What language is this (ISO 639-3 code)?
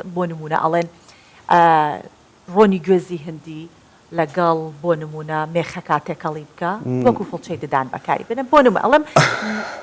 ckb